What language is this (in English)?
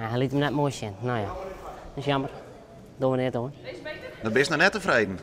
Western Frisian